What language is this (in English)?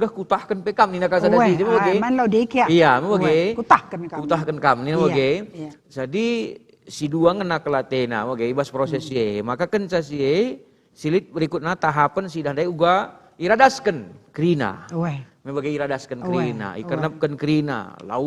Batak Karo